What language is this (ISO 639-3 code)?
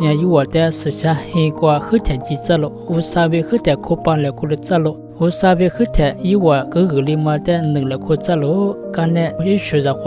lis